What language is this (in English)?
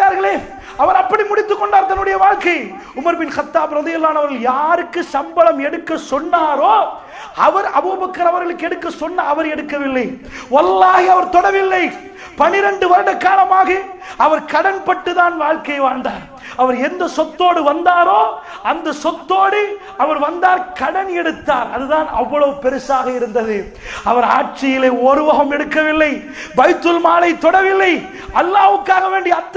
Tamil